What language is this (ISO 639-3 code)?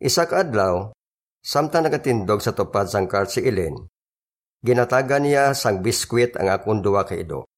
hil